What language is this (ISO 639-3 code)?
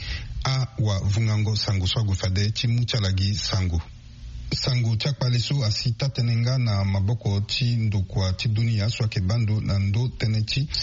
sag